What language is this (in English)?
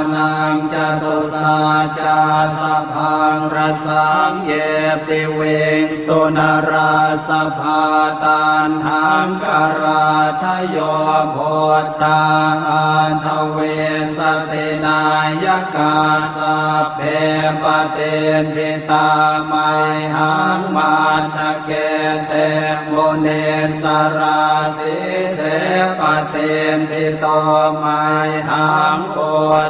Pali